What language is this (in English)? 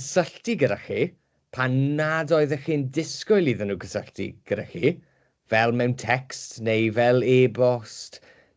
Welsh